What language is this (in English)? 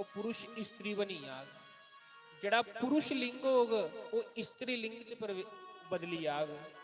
Dogri